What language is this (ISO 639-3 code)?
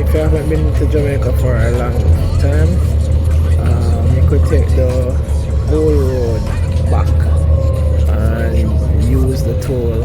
jam